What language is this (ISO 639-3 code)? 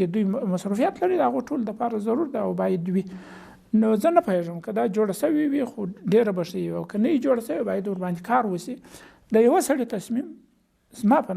pus